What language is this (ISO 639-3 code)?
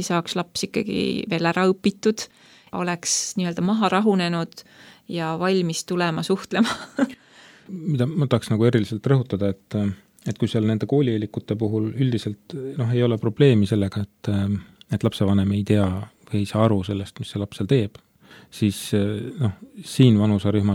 est